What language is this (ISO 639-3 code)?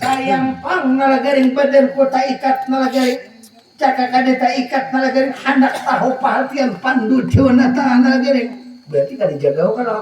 bjn